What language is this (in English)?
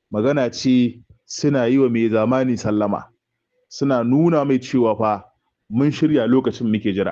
Hausa